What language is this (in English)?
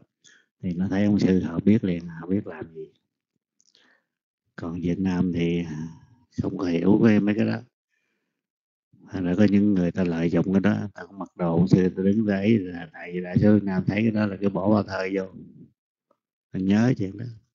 Vietnamese